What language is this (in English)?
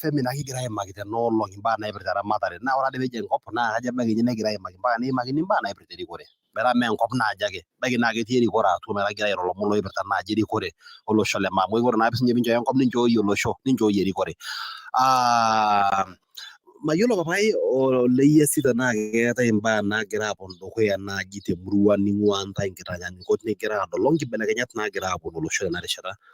Masai